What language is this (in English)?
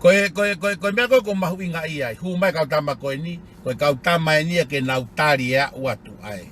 Tongan